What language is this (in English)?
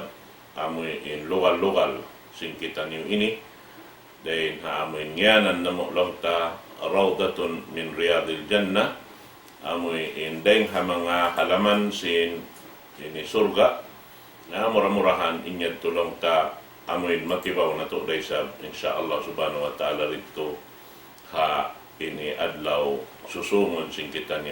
Tausug